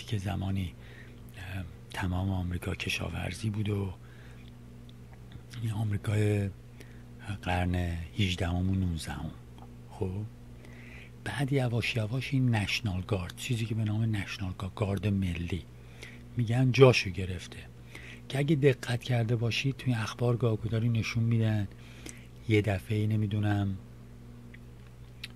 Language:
Persian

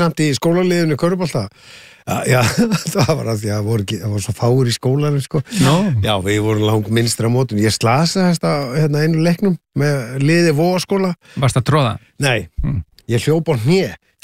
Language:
Icelandic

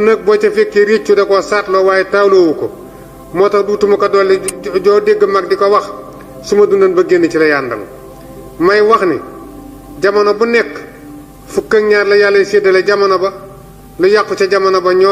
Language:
Wolof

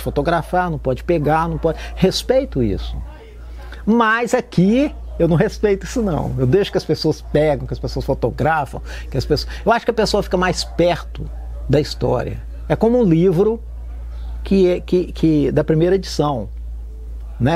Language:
Portuguese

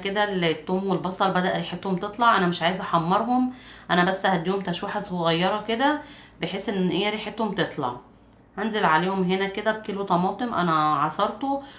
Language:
Egyptian Arabic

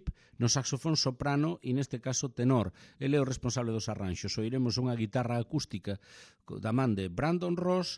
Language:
Galician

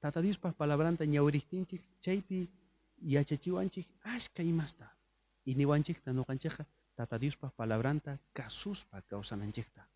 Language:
South Bolivian Quechua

